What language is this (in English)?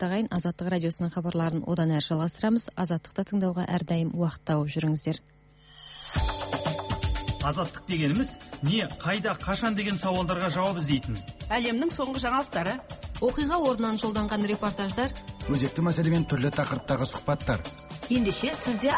Kazakh